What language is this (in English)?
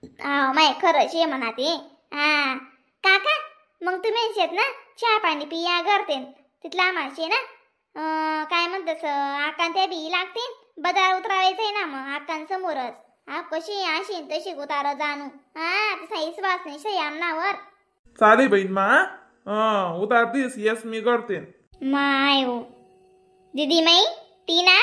Khandesi